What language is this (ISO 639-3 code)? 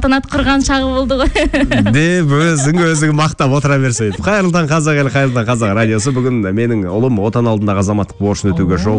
kaz